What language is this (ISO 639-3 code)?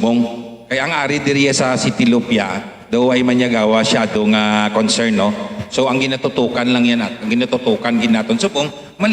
hil